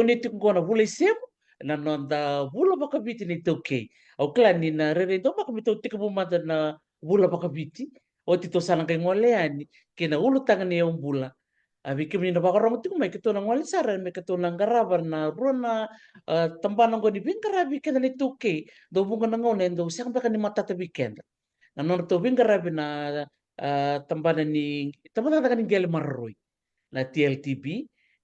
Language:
Fijian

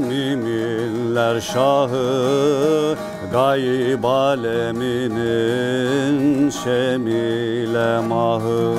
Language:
Zaza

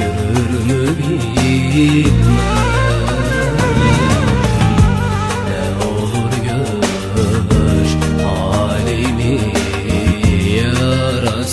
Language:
Turkish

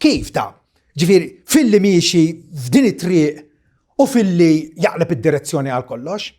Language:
Maltese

